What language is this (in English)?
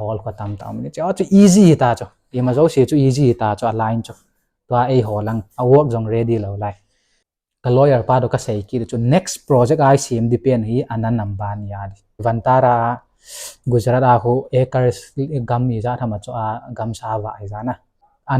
Thado Chin